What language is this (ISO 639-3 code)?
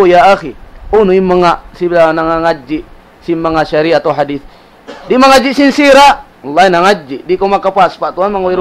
tsg